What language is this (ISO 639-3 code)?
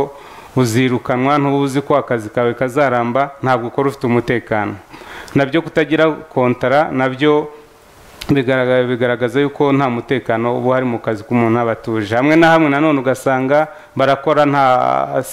kin